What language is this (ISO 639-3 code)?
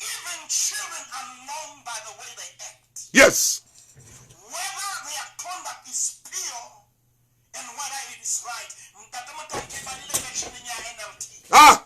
sot